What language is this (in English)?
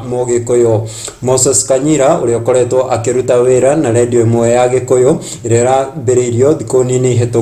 Kikuyu